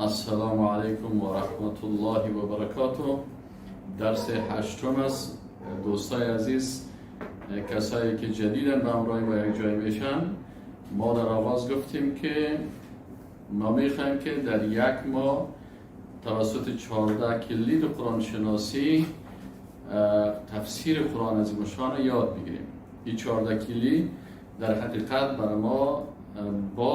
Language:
Persian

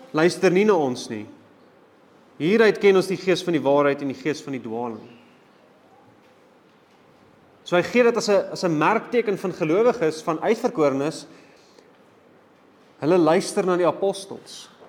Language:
Afrikaans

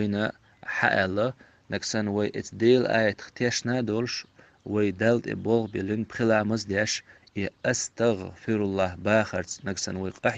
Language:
Chechen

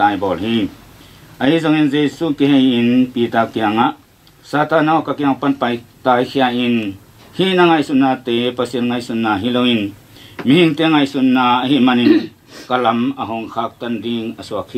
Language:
Tedim Chin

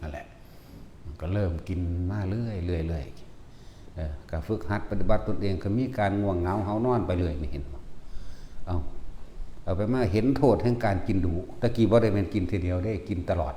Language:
Northeastern Thai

